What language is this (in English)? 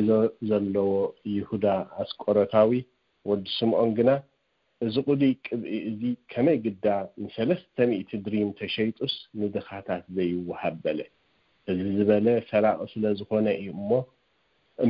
Tigrinya